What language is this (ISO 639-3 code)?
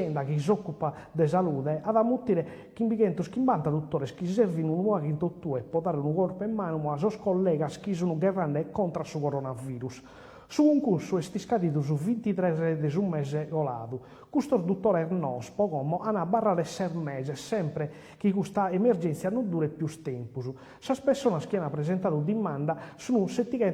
srd